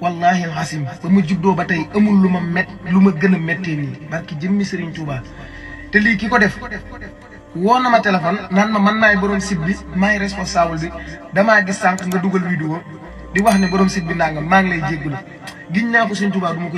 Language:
Wolof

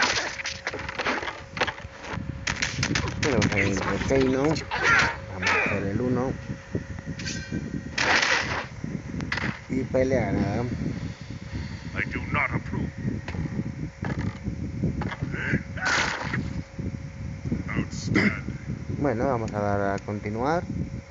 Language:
Spanish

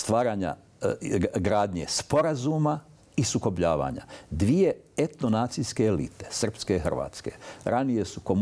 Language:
Bosnian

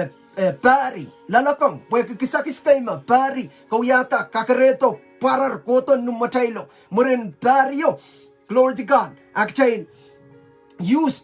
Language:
Pohnpeian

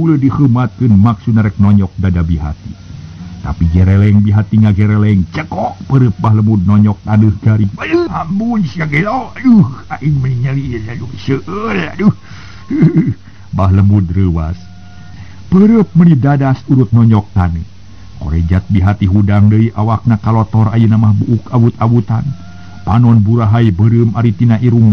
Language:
Sundanese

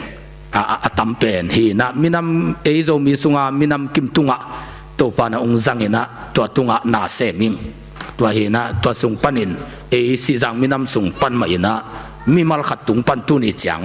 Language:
Tedim Chin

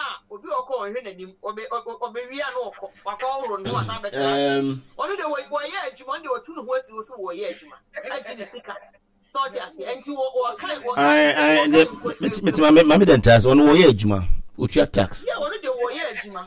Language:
Akan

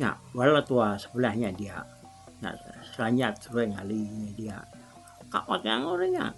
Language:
Iban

